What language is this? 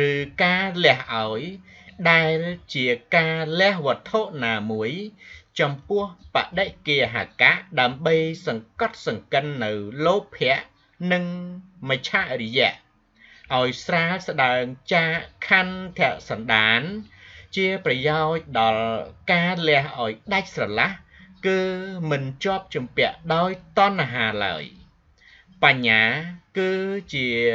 Khmer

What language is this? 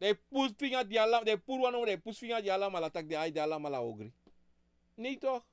Sranan Tongo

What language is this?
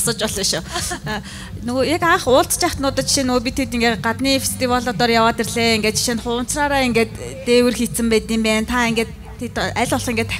Mongolian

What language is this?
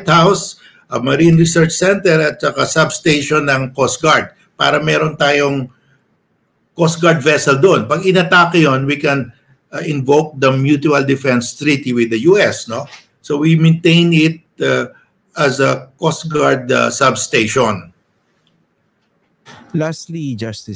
Filipino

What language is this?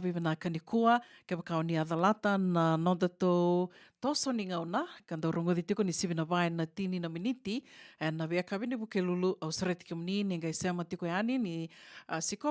Fijian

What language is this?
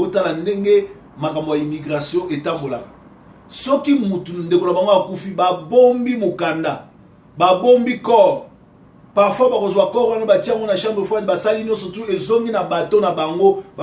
Lingala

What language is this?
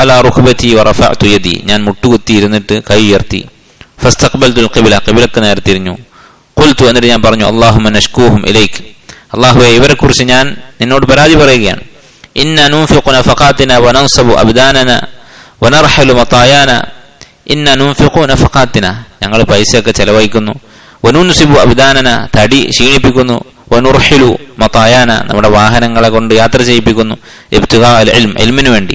Malayalam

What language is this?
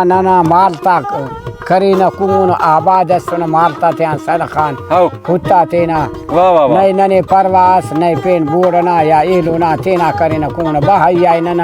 Brahui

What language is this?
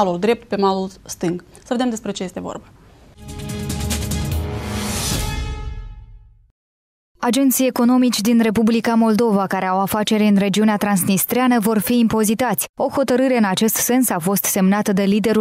Romanian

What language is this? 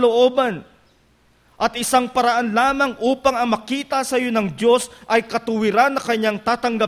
Filipino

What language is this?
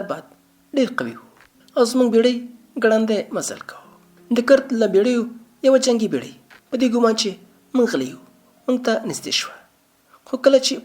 Pashto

